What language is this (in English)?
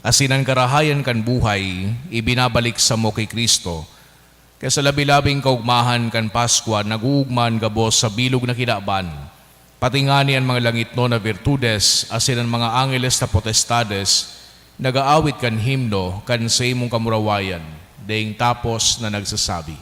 Bikol